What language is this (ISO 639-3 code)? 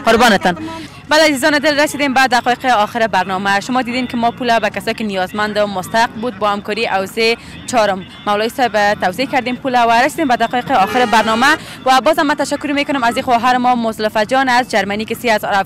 fas